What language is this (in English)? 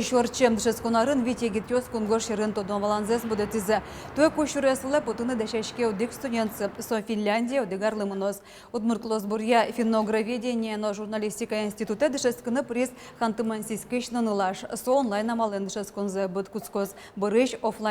Udmurt